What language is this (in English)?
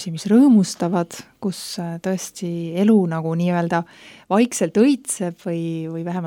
Estonian